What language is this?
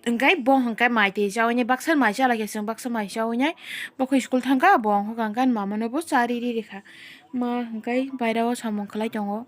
Kok Borok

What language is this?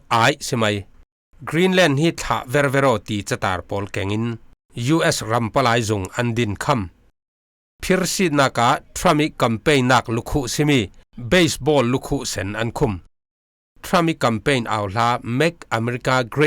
Falam Chin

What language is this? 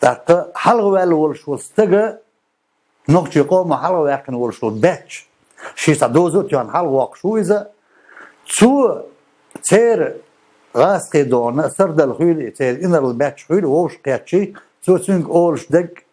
Chechen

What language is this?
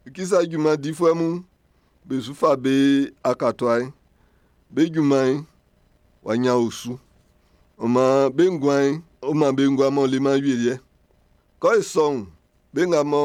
Baoulé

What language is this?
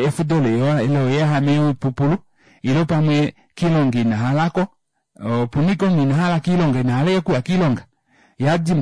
Kuanyama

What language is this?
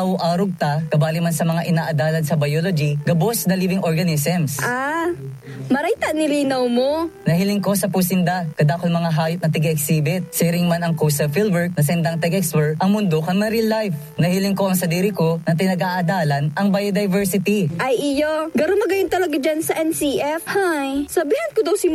Bikol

